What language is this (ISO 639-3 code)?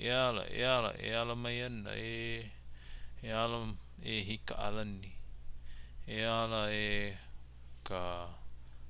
haw